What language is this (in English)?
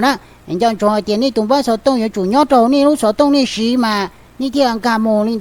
Hmong